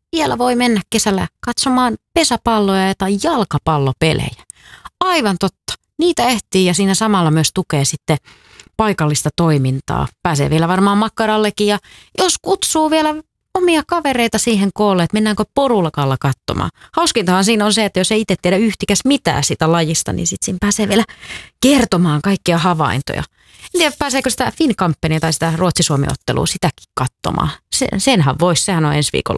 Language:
Finnish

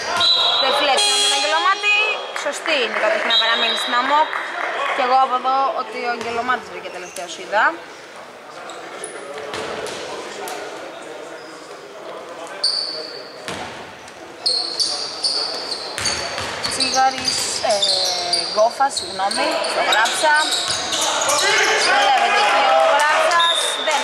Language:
Greek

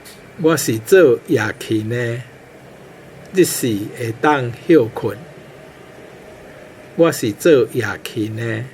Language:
Min Nan Chinese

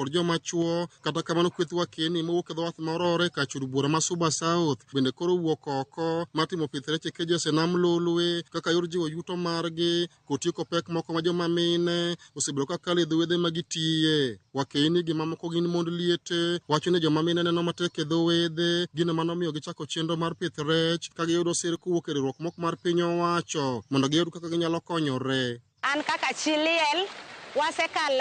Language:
Luo (Kenya and Tanzania)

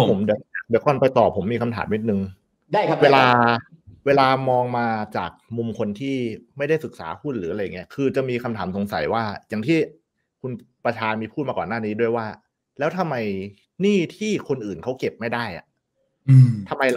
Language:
Thai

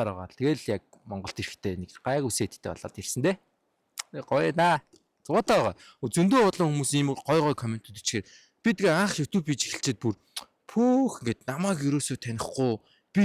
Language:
Mongolian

